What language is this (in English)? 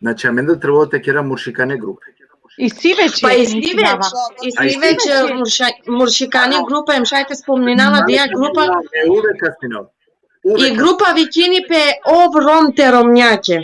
Balkan Romani